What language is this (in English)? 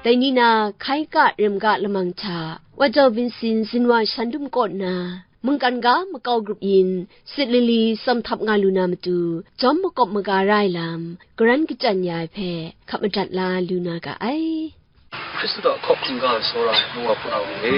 Kachin